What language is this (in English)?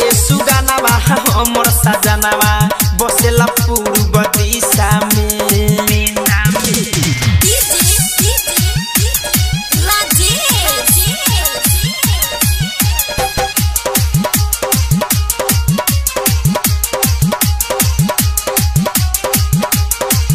Bhojpuri